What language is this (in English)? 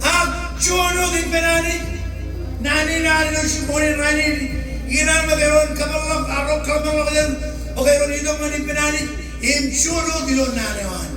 Marshallese